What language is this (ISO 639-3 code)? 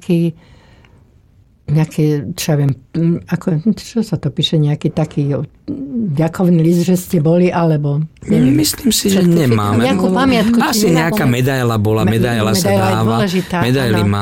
slk